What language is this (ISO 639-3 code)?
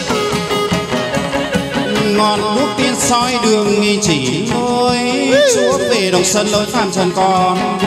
vie